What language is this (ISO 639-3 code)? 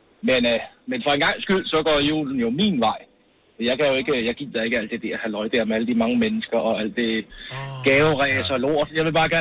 dan